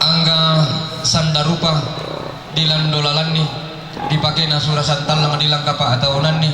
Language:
Toraja-Sa'dan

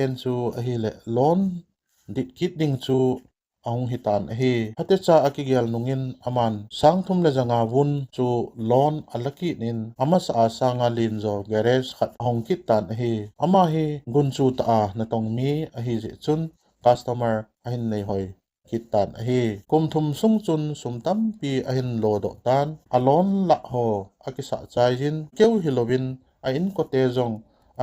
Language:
Thado Chin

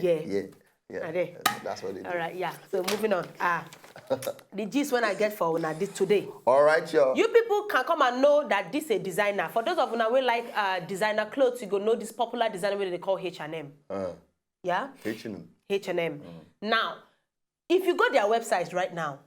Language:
Nigerian Pidgin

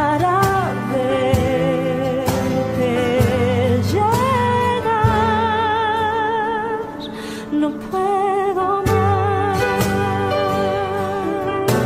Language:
Spanish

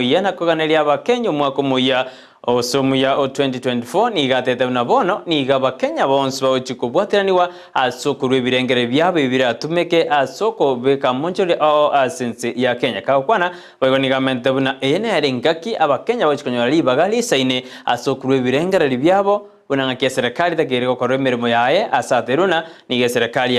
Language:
Gusii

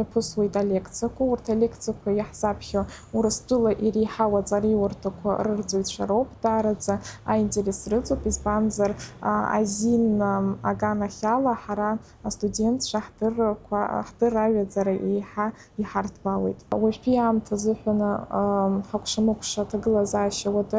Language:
Abkhazian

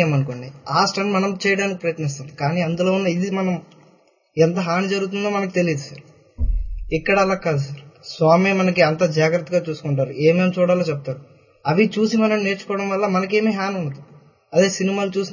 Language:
Telugu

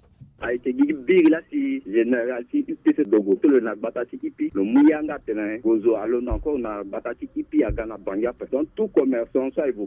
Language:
Sango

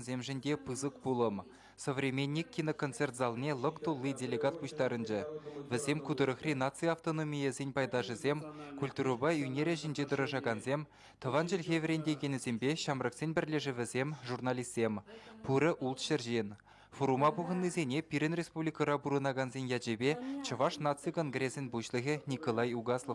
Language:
Chuvash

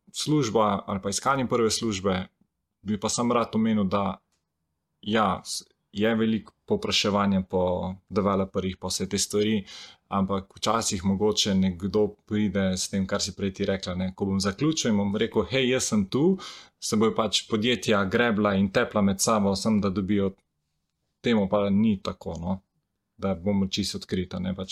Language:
Slovenian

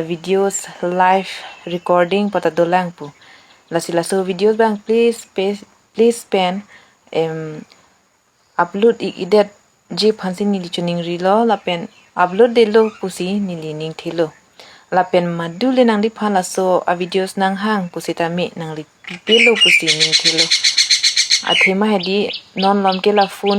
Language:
Karbi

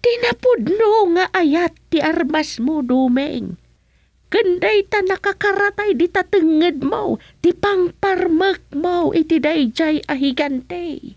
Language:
Iloko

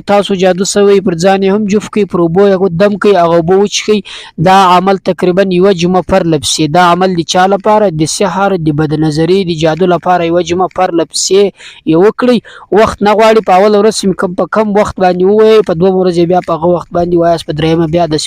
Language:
Pashto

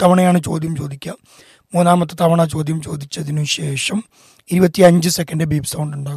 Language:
Malayalam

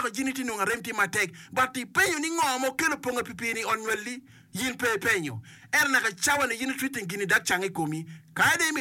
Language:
Acoli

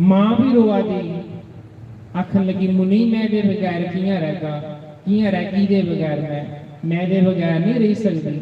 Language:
Dogri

